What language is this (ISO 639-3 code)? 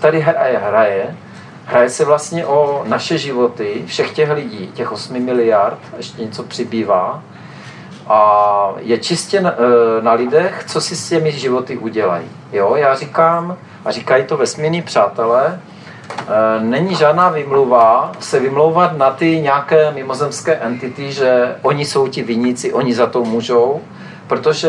ces